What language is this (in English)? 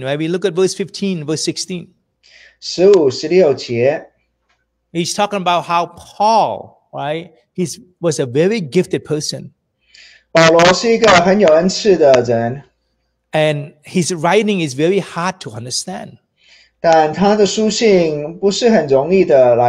English